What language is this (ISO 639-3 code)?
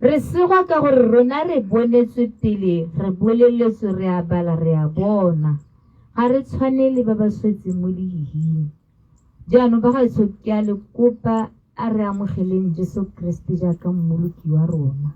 tsn